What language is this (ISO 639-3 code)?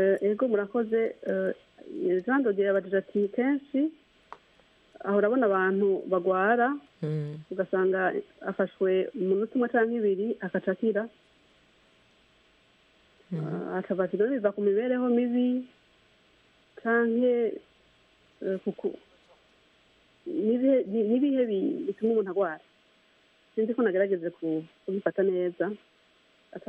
kin